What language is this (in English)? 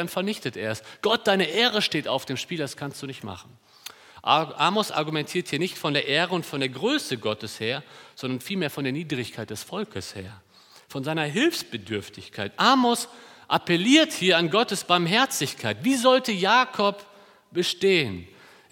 German